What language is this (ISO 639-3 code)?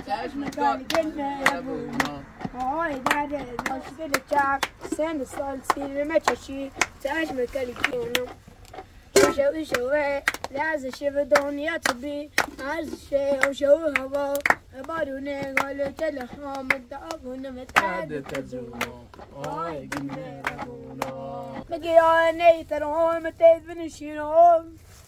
fas